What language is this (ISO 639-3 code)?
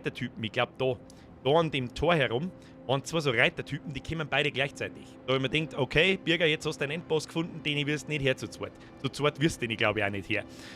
bar